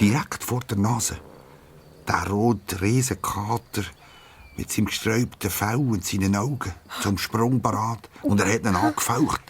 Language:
Swiss German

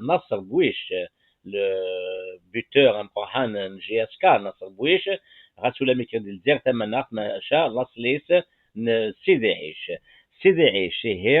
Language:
Kabyle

